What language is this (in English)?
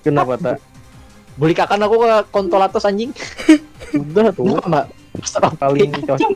Banjar